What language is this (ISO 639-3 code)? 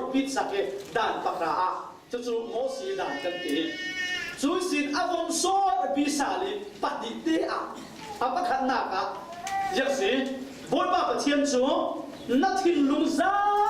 cfm